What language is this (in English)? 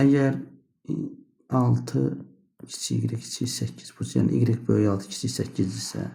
Azerbaijani